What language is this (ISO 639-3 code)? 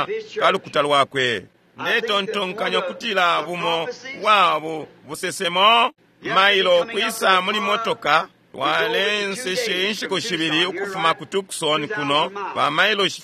bem